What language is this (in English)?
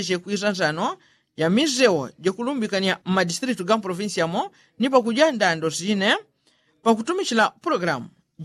Yao